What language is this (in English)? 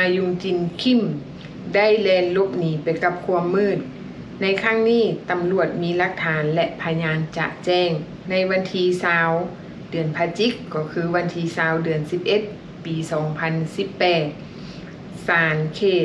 Lao